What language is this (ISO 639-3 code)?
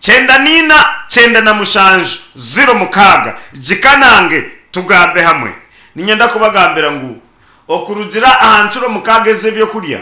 nyn